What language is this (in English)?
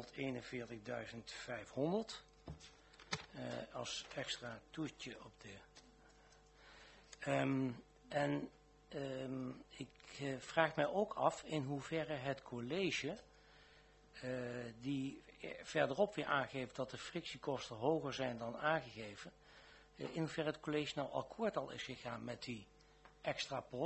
Dutch